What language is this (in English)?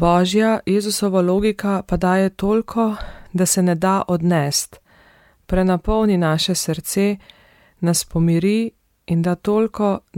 Slovenian